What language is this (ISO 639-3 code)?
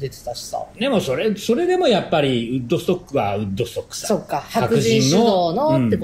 jpn